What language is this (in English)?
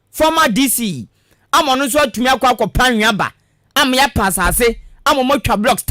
Akan